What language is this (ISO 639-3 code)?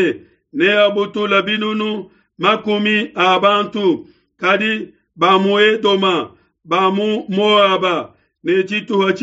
lua